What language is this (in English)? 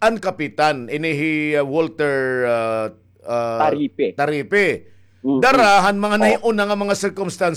Waray